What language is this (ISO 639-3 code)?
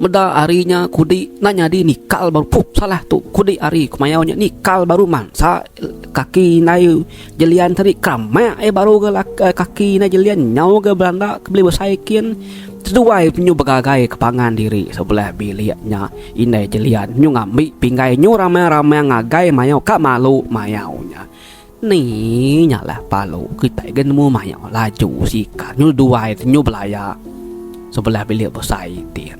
iba